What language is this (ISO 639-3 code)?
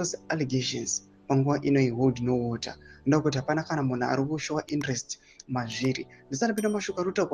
sna